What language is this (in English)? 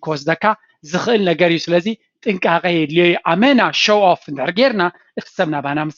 Tigrinya